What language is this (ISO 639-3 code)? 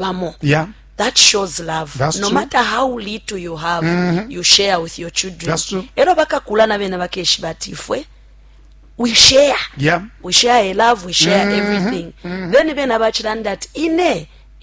bem